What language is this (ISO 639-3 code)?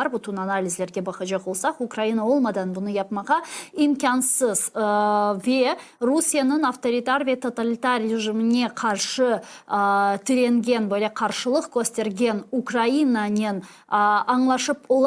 crh